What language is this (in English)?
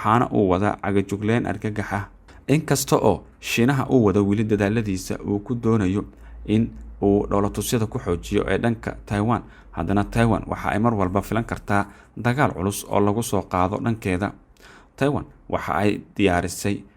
Somali